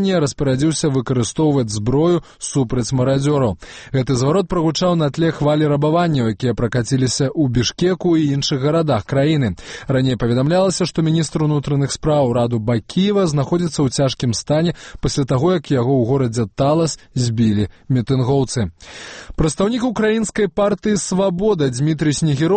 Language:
Belarusian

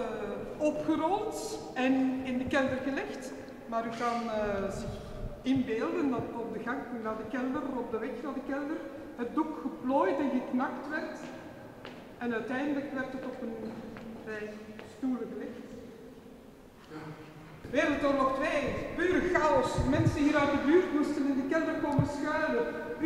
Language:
Dutch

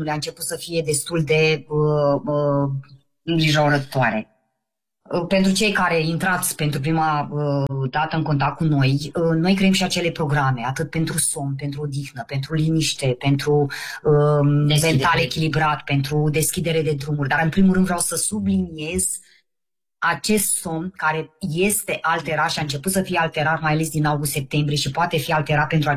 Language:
Romanian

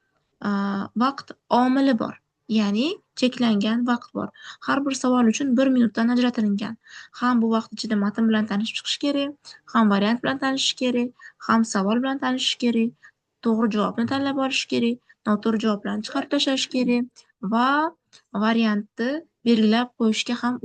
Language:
Uzbek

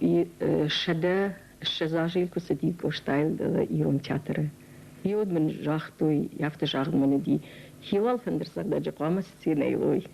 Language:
Ossetic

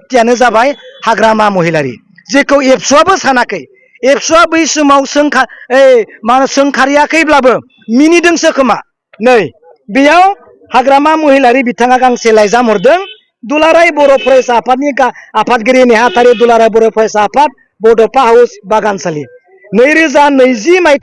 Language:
Bodo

